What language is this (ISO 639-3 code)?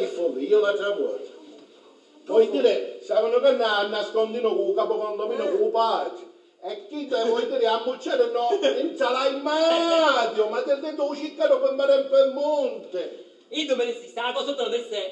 scn